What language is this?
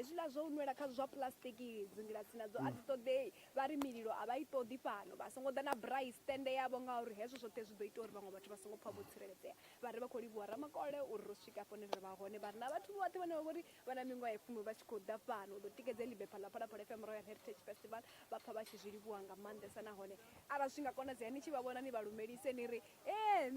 Venda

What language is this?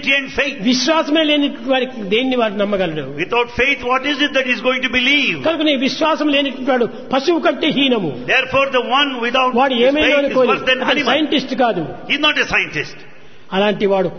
Telugu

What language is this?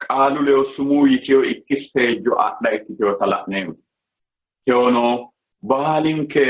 Sidamo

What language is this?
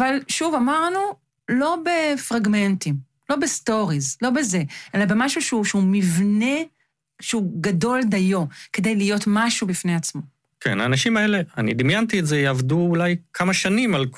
Hebrew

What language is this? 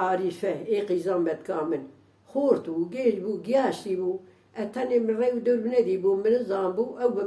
Kurdish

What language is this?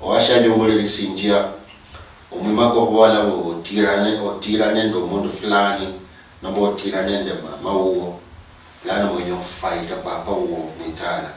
Luyia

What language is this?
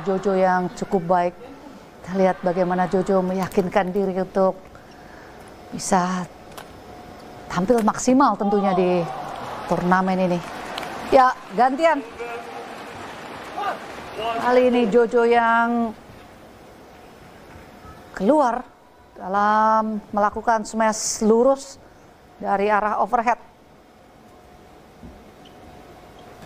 Indonesian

